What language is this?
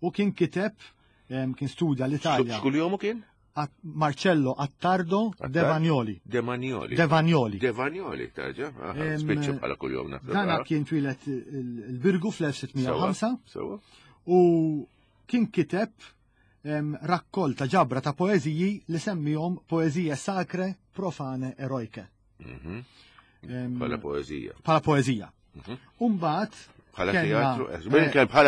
Maltese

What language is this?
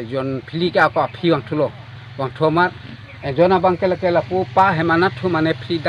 Karbi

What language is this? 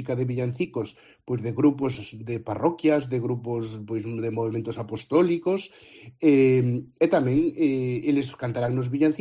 Galician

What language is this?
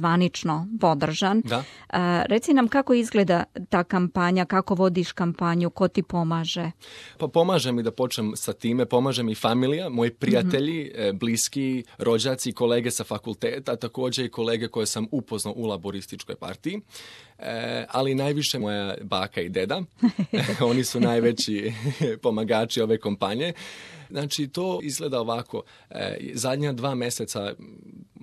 Serbian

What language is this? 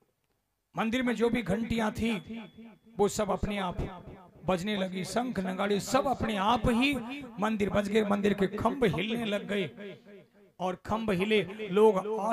Hindi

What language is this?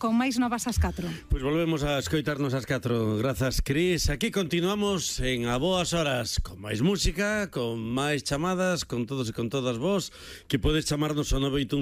Galician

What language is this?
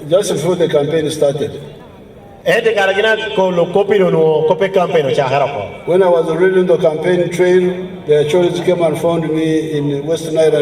Lango (Uganda)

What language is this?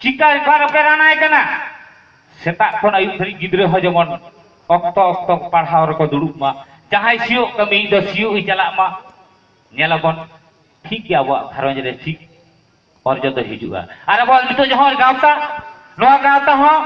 Santali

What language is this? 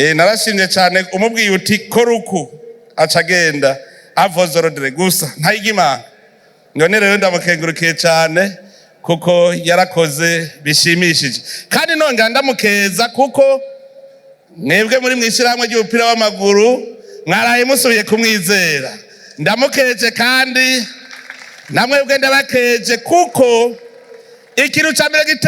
Rundi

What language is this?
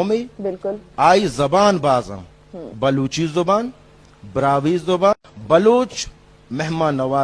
Baluchi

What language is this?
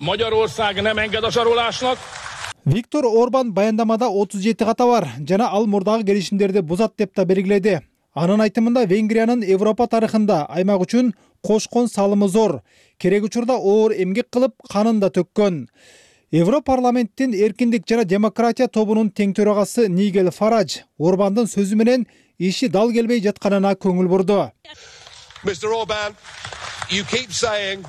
Kyrgyz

